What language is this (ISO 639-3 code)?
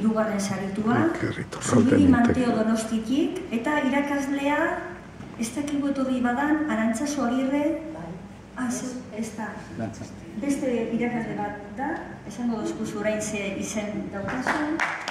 eus